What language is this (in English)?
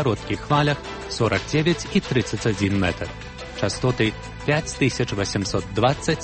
Belarusian